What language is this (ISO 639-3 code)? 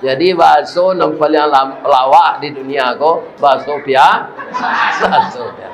min